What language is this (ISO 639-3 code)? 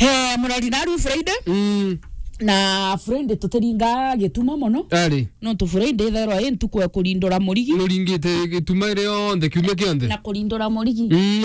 mer